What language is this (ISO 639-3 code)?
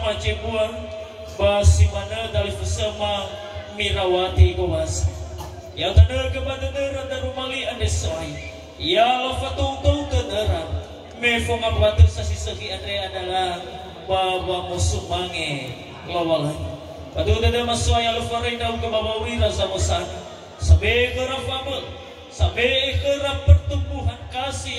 nia